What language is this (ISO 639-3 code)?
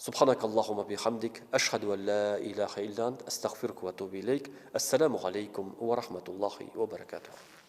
tat